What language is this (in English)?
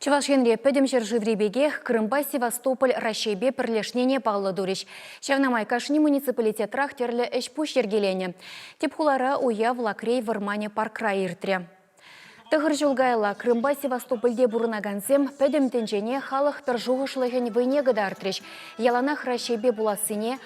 Chuvash